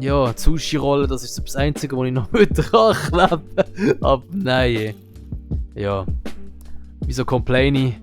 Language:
Swiss German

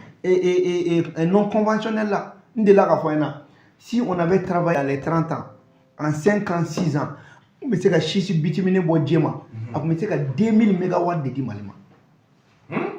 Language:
Bambara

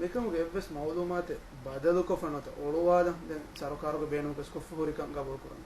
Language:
Divehi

